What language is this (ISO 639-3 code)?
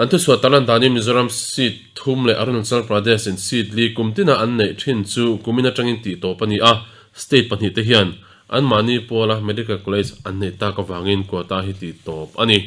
lus